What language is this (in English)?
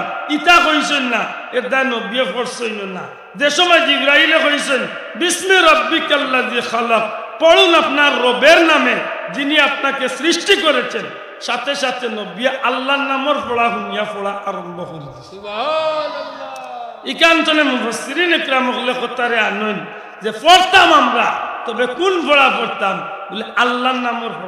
Sylheti